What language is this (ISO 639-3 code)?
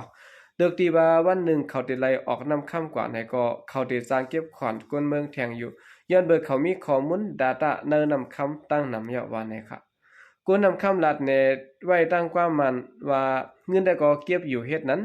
shn